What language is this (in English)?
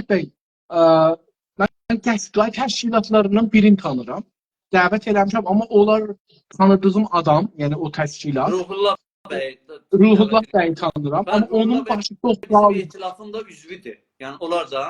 South Azerbaijani